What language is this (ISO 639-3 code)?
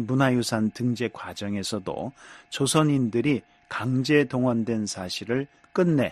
kor